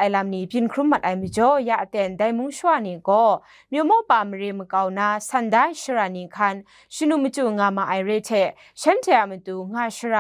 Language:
Kachin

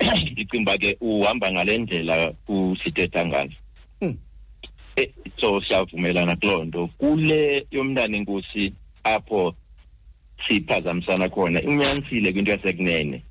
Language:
Xhosa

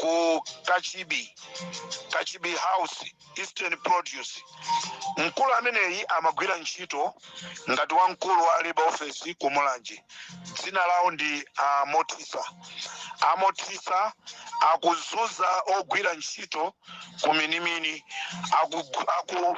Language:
Nyanja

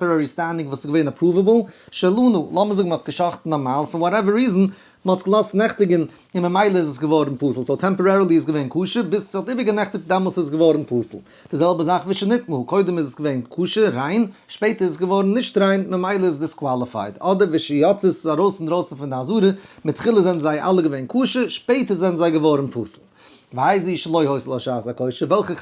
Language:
Yiddish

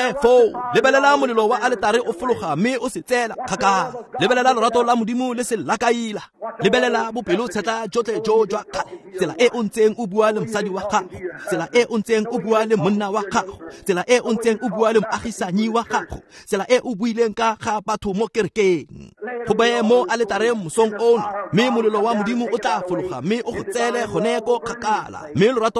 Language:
Tswana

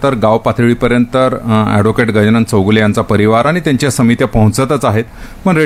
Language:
Marathi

